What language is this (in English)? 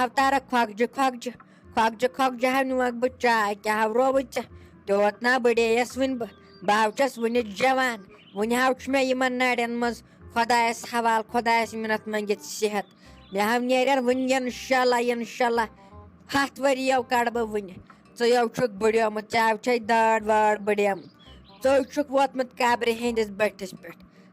Kashmiri